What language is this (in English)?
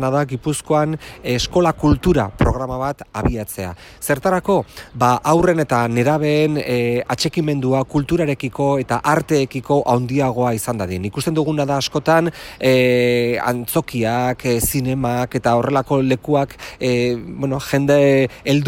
Basque